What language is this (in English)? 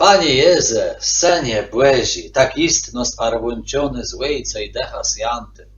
Kashubian